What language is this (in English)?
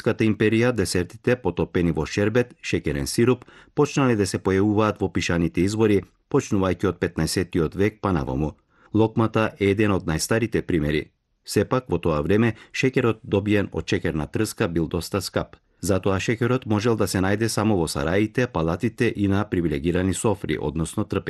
Macedonian